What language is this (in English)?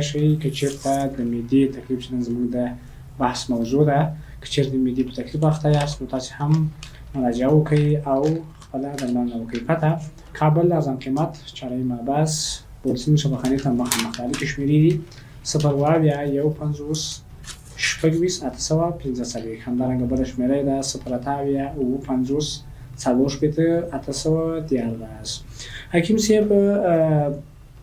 Pashto